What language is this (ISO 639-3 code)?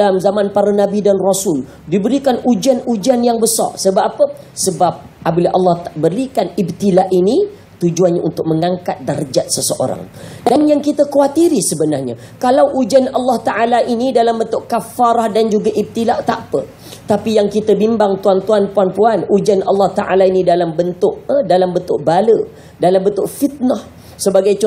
msa